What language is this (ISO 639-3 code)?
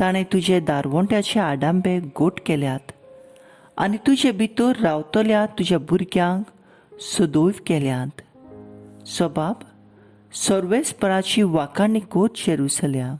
kok